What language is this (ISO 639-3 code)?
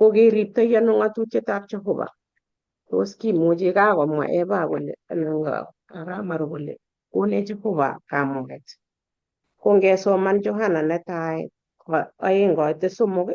kln